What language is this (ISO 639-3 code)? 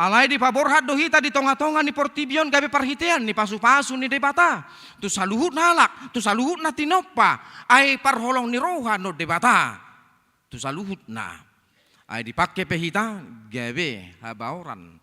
bbc